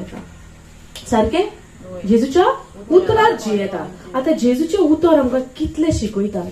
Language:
Konkani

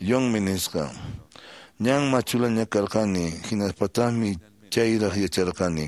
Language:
Quechua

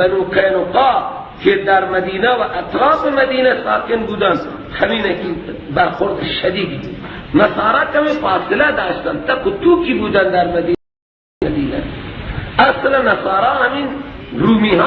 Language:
Persian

